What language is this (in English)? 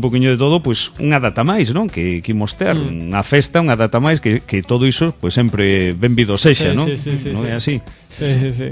Galician